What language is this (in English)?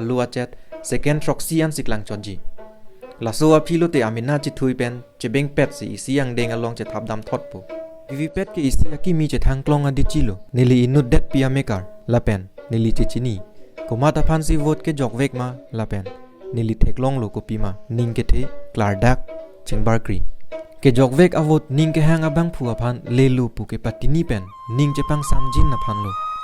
Karbi